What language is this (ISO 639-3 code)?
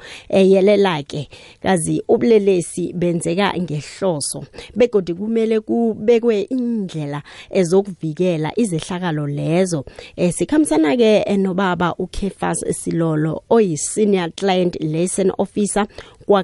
nbl